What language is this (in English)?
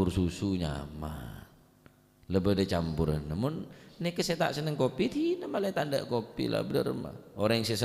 Madurese